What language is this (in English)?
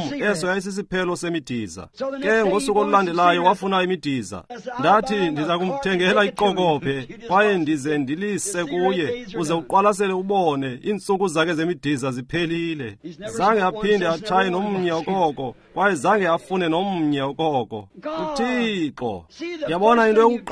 Xhosa